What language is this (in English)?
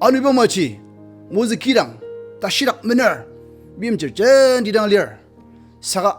Ao Naga